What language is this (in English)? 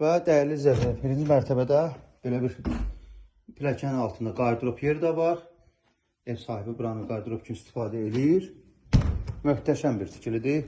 Azerbaijani